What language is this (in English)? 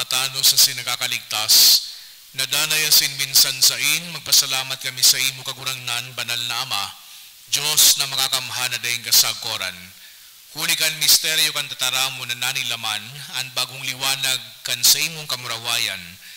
Bikol